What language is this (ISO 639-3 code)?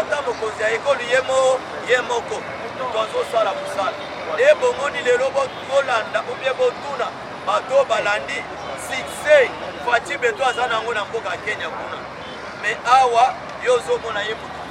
lin